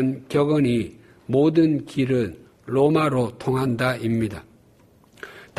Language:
Korean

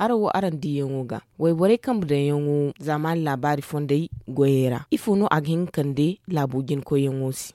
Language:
Zarma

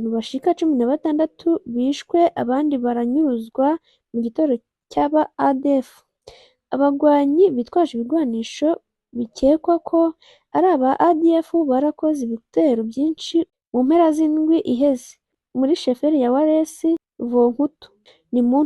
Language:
Rundi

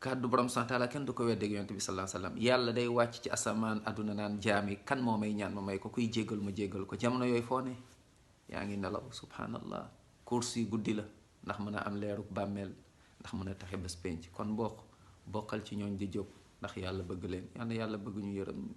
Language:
Wolof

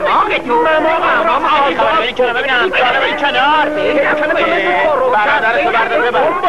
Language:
Persian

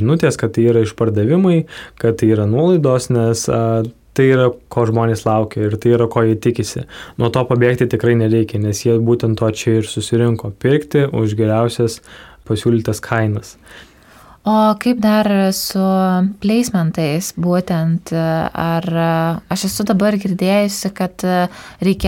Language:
Lithuanian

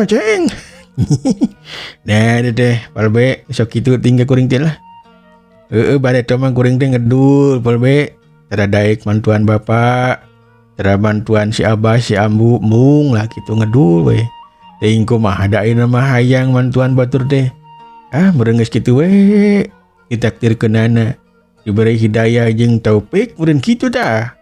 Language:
Sundanese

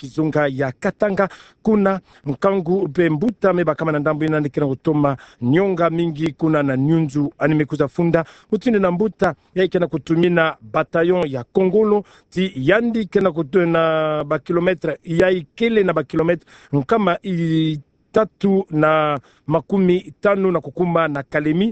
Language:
Kituba (Democratic Republic of Congo)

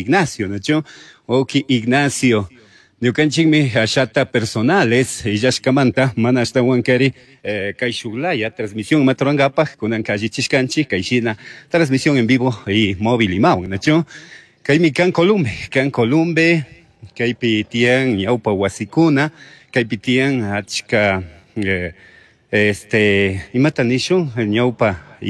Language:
Chimborazo Highland Quichua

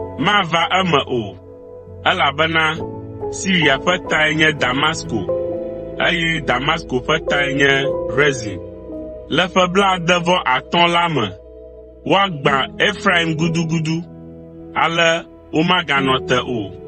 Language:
Ewe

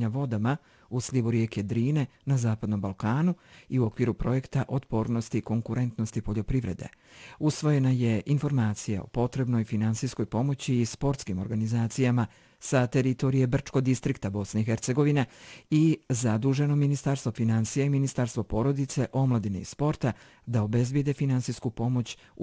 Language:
Bosnian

